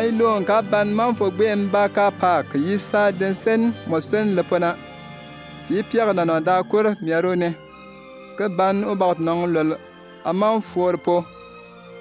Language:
Bimoba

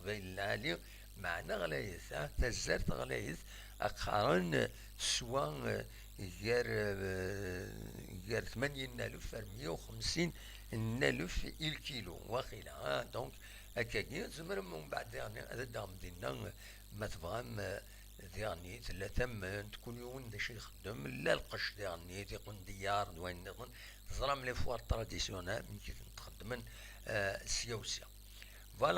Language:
Kabyle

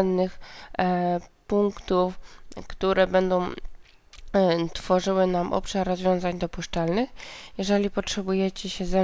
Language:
Polish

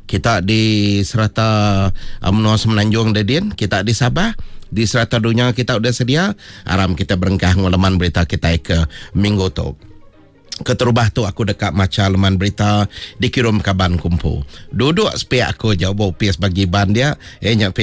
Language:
Iban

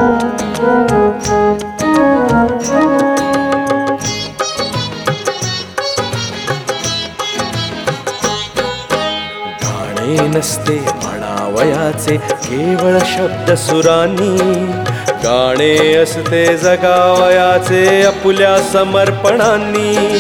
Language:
Marathi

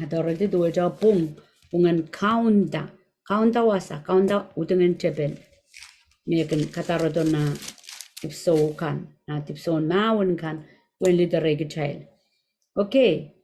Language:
Pohnpeian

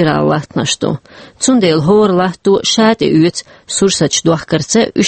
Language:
Chechen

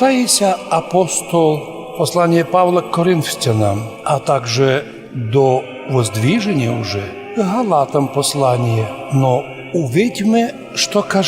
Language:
Rusyn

